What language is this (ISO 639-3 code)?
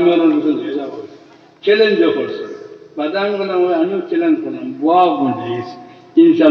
syl